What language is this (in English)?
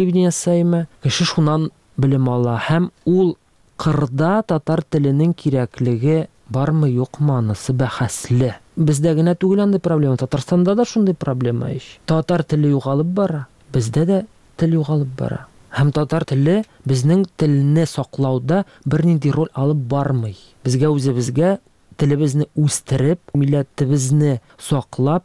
Tatar